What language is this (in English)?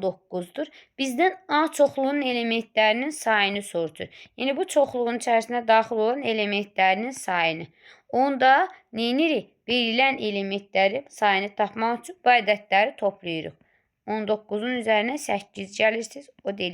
Azerbaijani